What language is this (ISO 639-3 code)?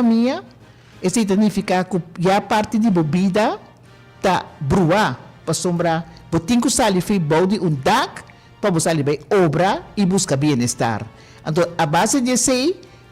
pap